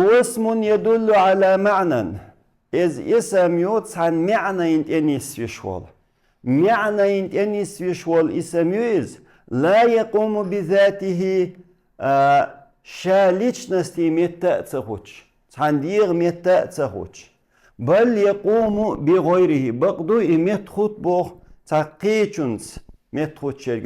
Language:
Chechen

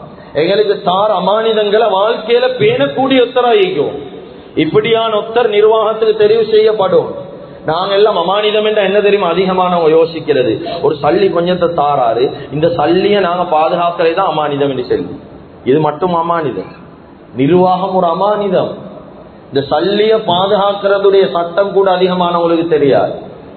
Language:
Tamil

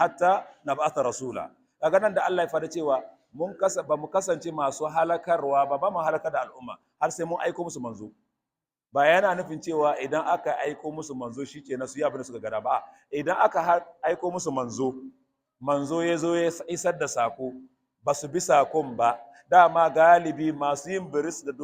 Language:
Hausa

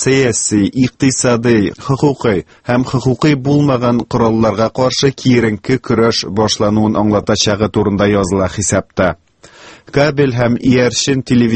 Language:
Tatar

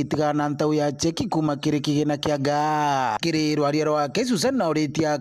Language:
Meru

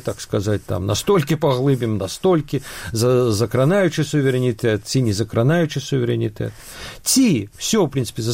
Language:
Belarusian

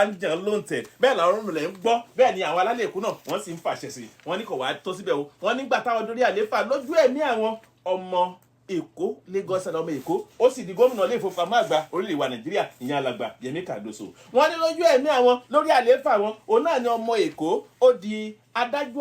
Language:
Yoruba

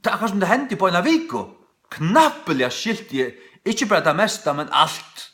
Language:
Faroese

